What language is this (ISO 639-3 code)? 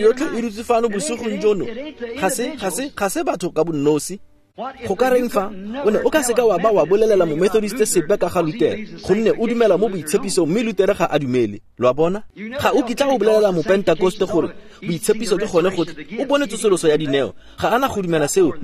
tsn